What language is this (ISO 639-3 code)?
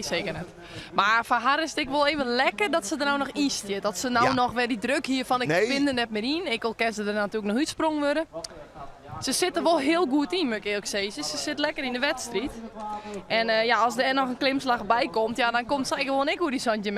fry